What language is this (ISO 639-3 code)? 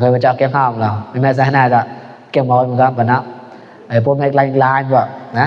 mnw